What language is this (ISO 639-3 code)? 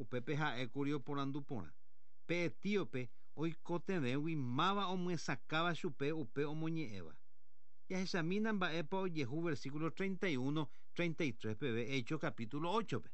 grn